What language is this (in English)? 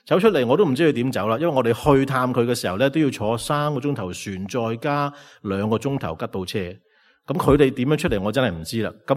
Cantonese